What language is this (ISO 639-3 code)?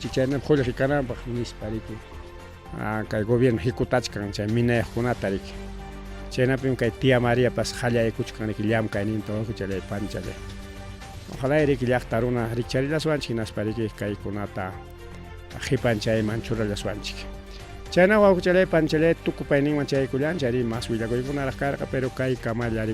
quy